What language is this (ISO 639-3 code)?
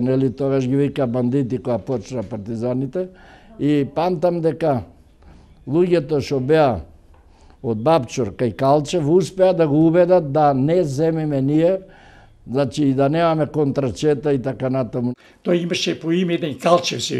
mkd